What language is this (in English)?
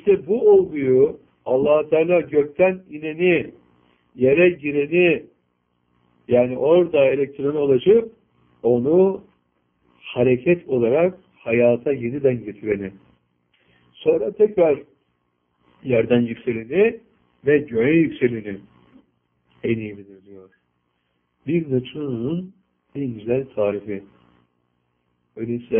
Turkish